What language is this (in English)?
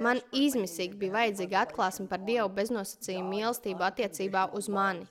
Latvian